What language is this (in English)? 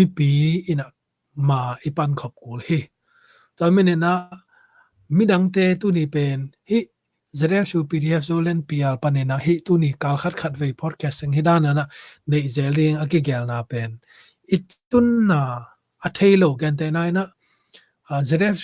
Tedim Chin